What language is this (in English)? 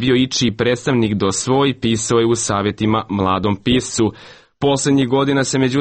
Croatian